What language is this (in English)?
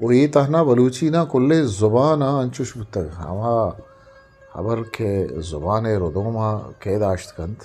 Eastern Balochi